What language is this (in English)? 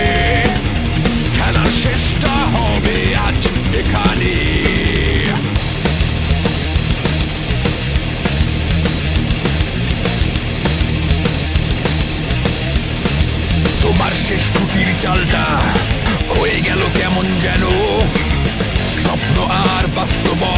Bangla